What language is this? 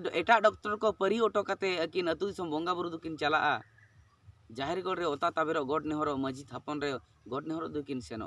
Santali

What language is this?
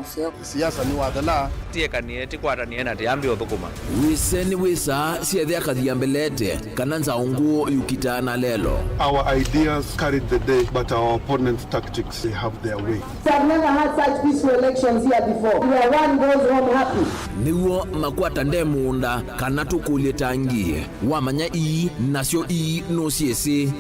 Kamba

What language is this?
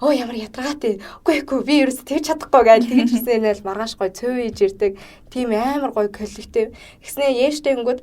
Mongolian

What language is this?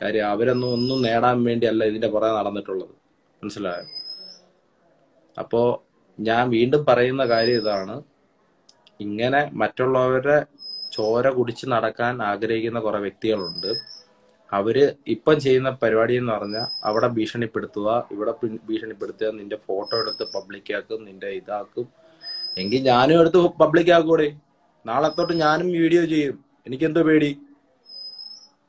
Malayalam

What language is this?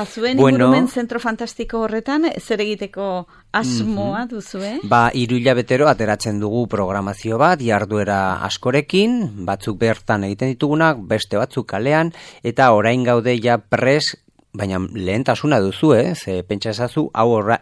Basque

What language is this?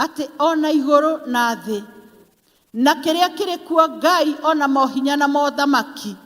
Kikuyu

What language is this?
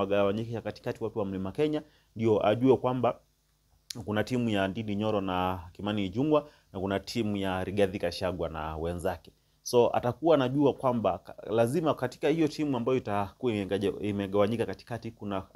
Swahili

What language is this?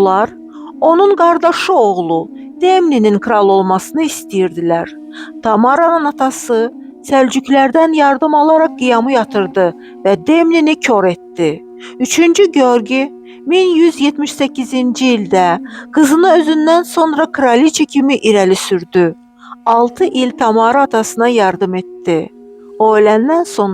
Azerbaijani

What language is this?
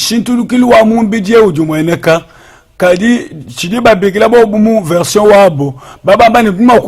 Luba-Lulua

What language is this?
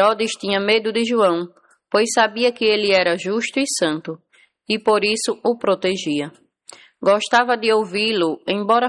Portuguese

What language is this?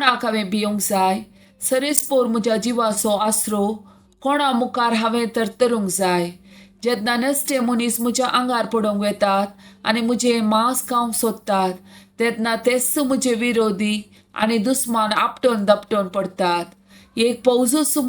Konkani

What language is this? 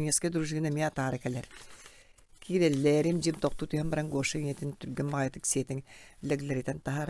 Yakut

